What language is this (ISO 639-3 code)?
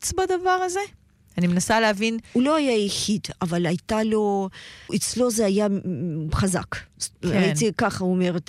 heb